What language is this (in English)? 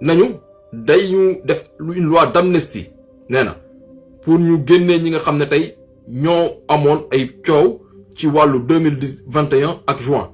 Wolof